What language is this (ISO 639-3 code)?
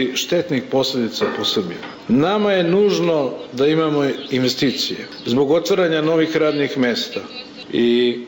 srp